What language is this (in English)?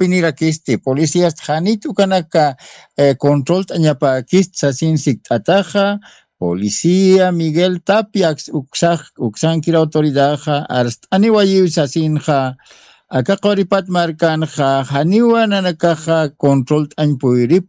Aymara